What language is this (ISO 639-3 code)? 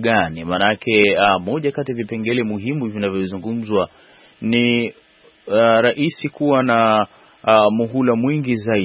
swa